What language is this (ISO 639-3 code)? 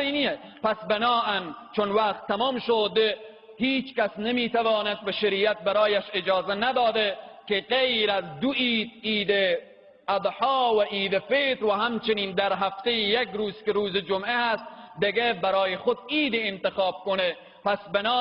fas